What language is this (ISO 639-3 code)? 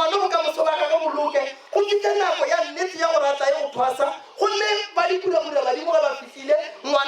nso